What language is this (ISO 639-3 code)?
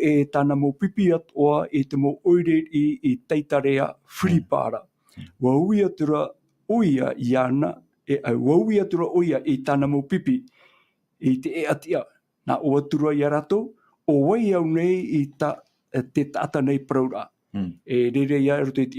tah